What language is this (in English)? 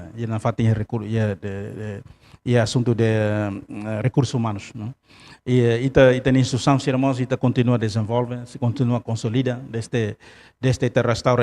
Tetum